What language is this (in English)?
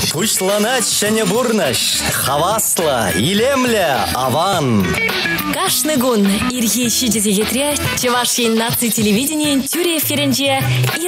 Chuvash